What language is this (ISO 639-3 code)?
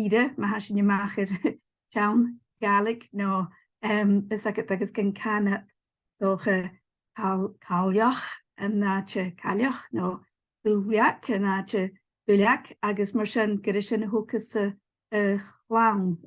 gla